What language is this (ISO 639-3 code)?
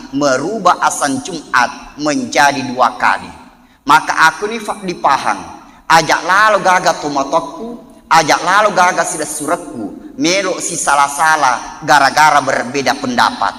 bug